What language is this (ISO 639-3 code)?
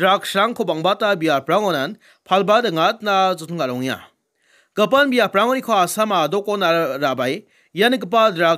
grt